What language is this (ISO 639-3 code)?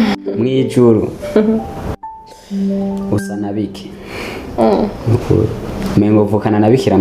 run